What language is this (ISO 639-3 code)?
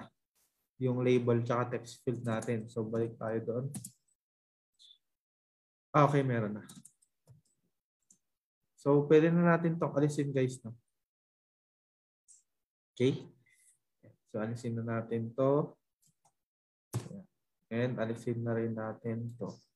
fil